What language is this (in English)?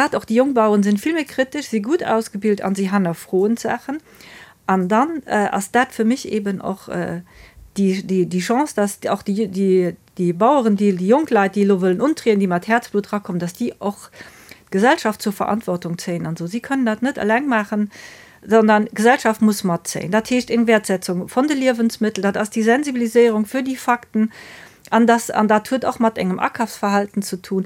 Luxembourgish